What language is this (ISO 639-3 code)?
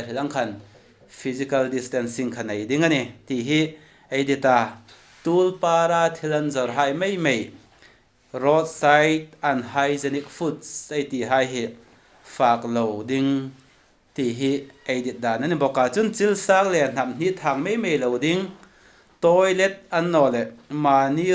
hmr